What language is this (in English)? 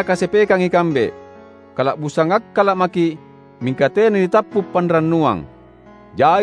Makasar